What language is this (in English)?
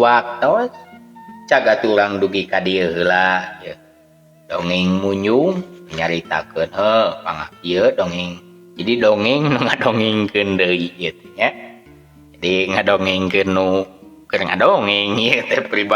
Sundanese